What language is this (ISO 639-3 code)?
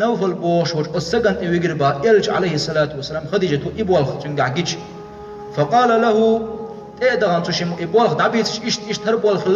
che